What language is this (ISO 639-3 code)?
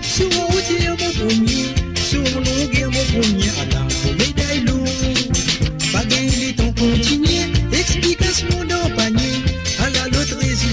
mfe